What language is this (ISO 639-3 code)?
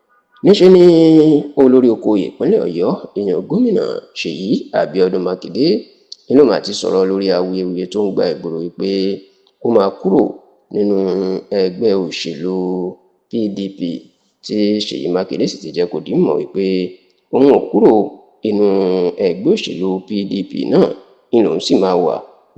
yor